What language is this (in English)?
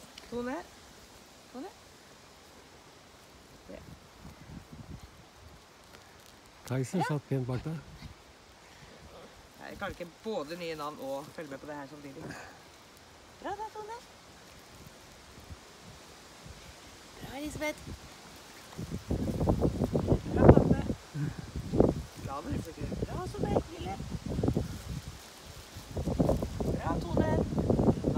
Norwegian